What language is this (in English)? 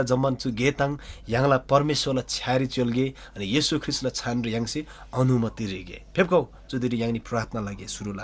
Eastern Tamang